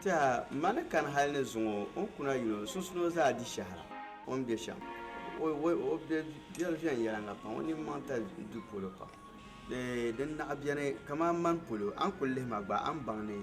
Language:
Dagbani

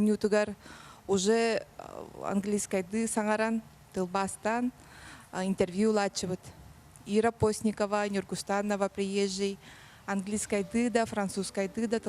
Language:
Yakut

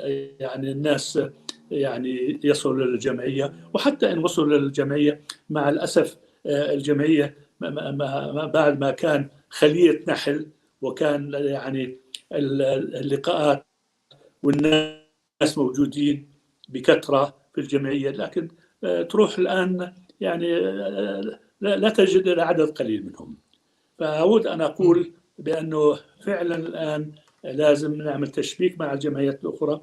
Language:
North Levantine Arabic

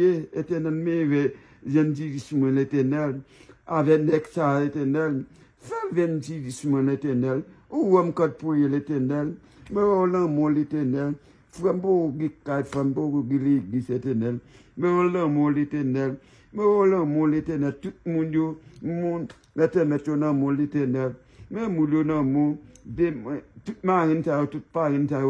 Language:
Haitian Creole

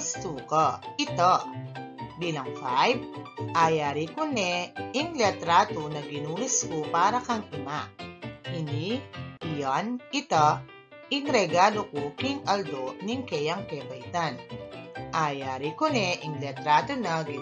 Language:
Pampanga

